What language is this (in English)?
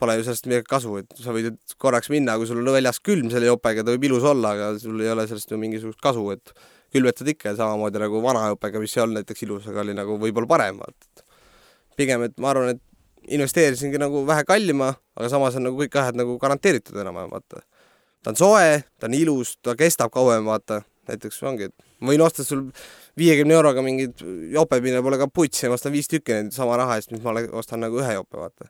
Estonian